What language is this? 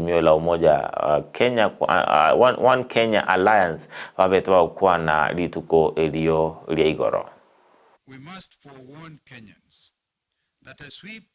Gusii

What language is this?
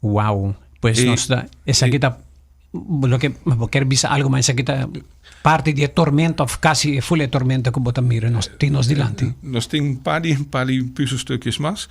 Papiamento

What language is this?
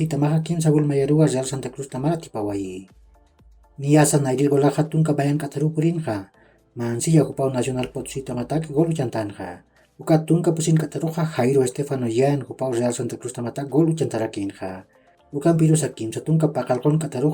Aymara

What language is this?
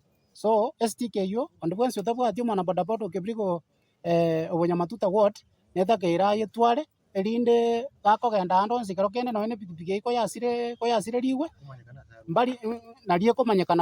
Gusii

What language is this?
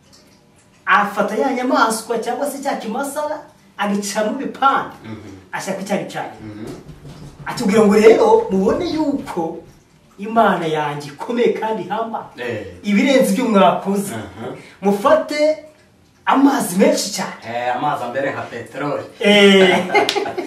Kinyarwanda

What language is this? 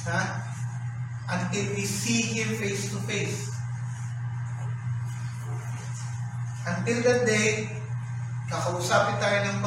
Filipino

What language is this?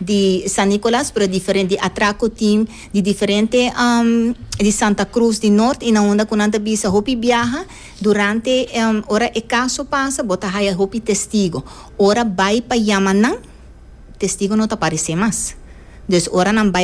Papiamento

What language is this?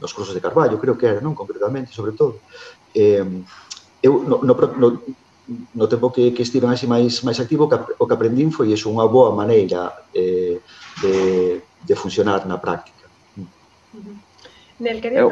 Galician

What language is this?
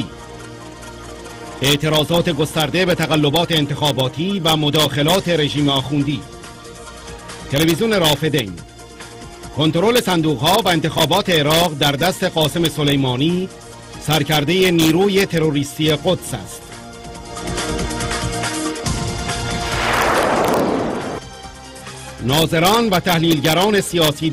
Persian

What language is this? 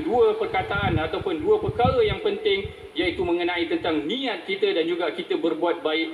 Malay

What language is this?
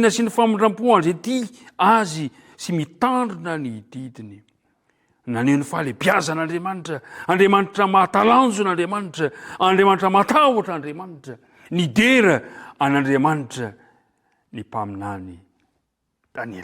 Malagasy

